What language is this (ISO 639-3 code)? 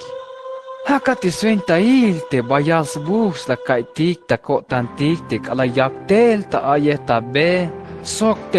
tzh